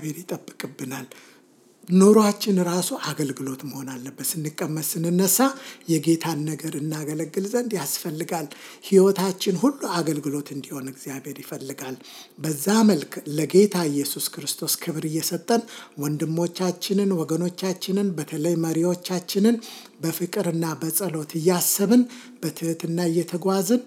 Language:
Amharic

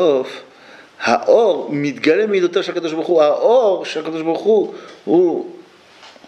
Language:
Hebrew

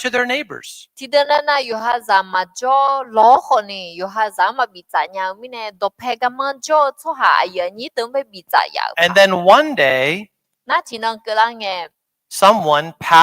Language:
Akha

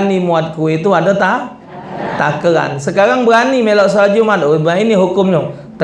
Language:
Musi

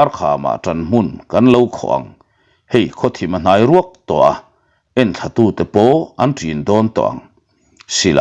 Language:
Mizo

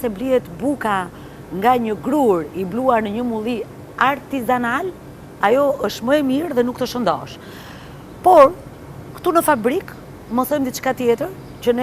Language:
Albanian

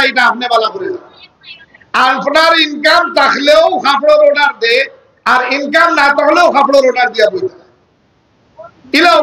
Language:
Sylheti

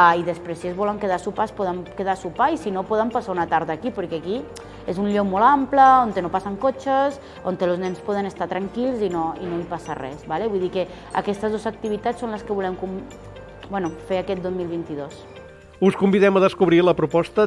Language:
Catalan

